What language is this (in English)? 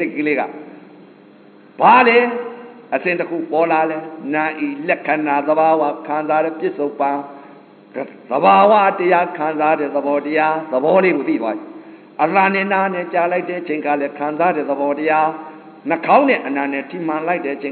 Burmese